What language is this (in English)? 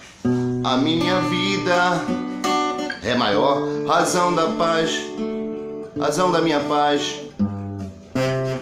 Portuguese